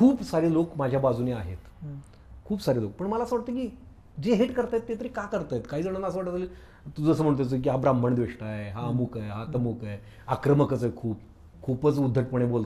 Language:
Marathi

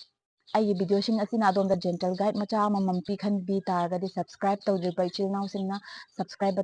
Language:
Manipuri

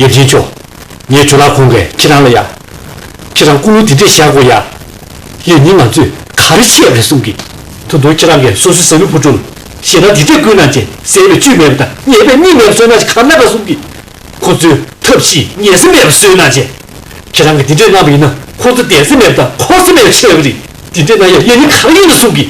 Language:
Tibetan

